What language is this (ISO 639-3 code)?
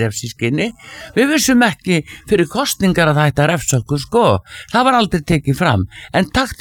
isl